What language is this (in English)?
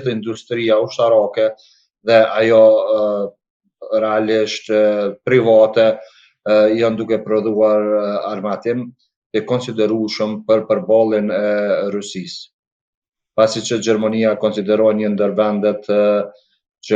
Albanian